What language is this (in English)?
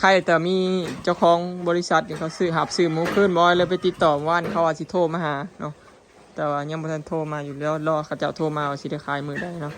Lao